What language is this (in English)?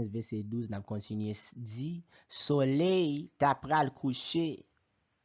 Haitian Creole